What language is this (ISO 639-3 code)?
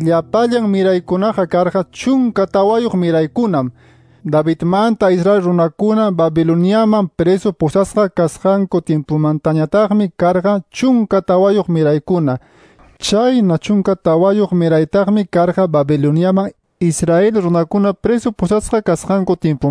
que